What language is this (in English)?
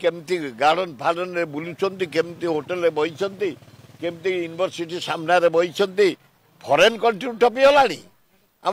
Odia